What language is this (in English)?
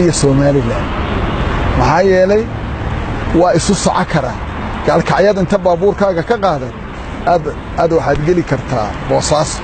Somali